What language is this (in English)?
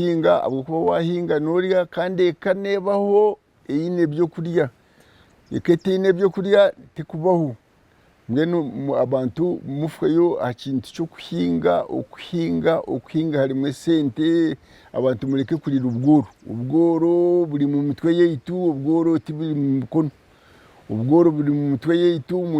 Nyankole